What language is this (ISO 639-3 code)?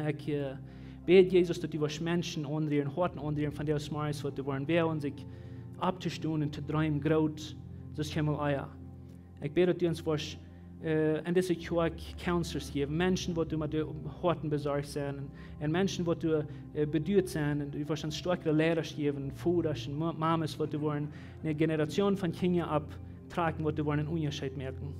pdt